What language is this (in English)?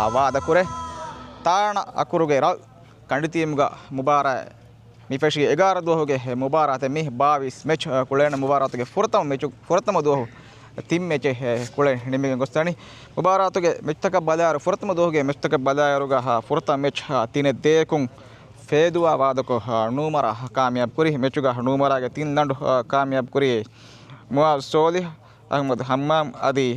Divehi